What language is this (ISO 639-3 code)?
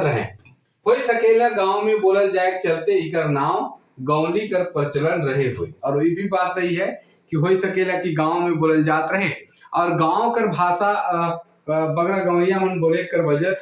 sck